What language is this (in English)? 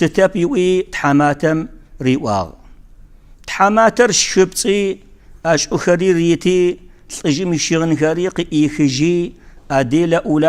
Kabardian